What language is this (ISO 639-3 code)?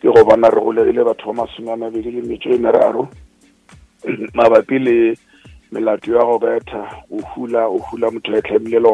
nso